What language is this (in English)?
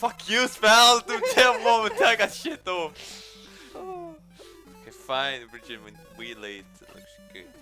Faroese